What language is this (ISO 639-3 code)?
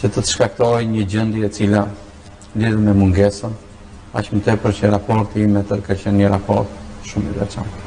sqi